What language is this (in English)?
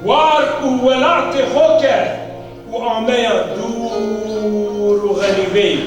Zaza